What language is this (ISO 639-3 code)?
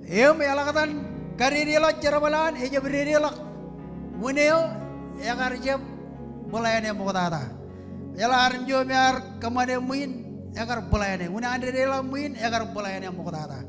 mah